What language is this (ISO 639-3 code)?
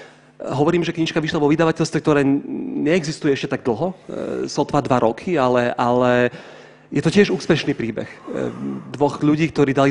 slk